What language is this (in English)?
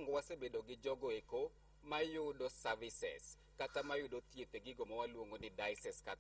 Luo (Kenya and Tanzania)